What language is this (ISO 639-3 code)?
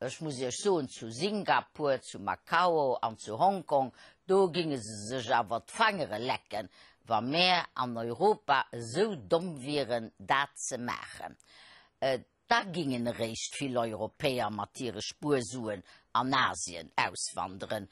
ltz